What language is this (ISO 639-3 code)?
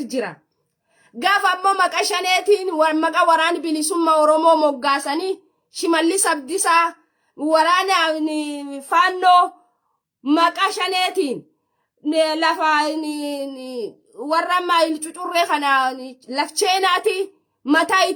orm